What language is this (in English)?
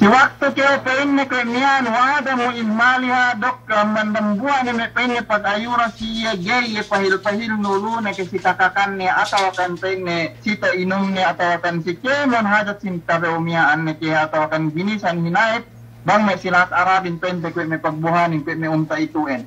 Yakan